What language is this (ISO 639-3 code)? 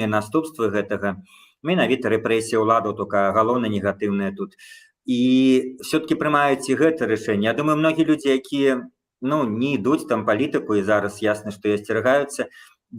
bel